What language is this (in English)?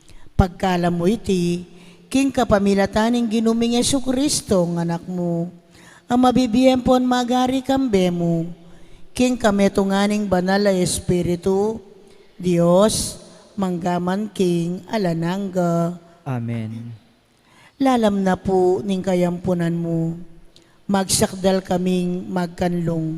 Pampanga